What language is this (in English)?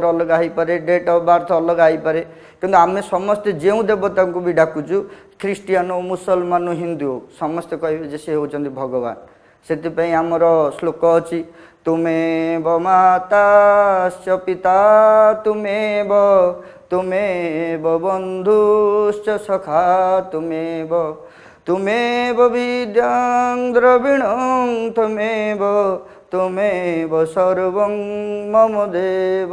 Odia